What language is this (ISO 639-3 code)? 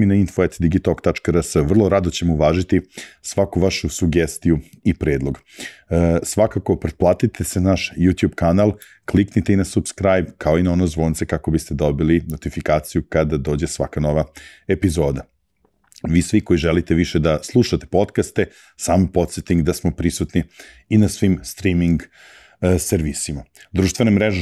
srp